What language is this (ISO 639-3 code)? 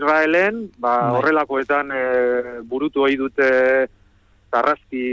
eus